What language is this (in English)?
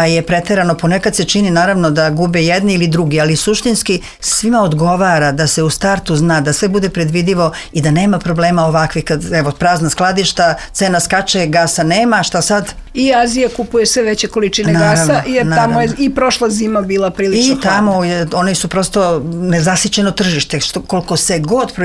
Serbian